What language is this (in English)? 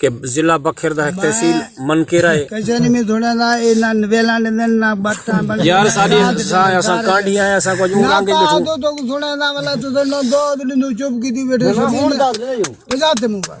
Saraiki